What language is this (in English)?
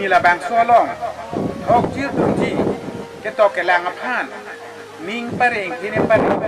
Karbi